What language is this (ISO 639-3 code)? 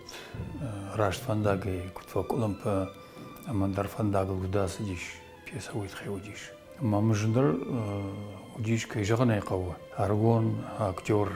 oss